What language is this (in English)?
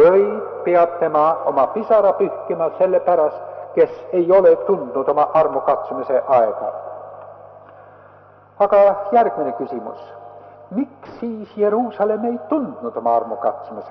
Estonian